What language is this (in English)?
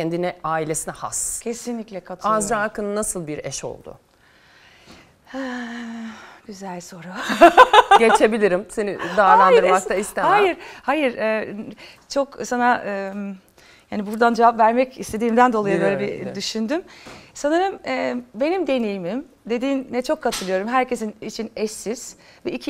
Turkish